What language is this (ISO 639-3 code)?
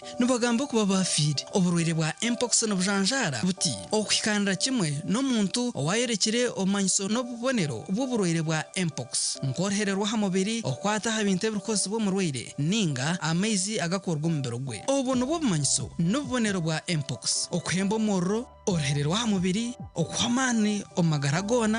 nyn